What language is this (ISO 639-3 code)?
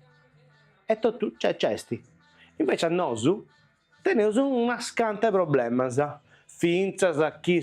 srd